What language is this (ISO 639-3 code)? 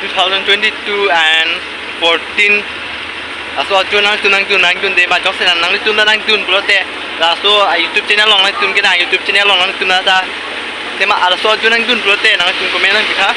mjw